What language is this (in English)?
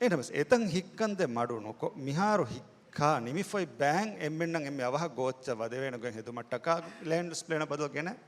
Divehi